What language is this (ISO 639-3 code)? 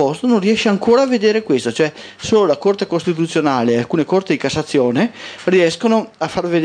ita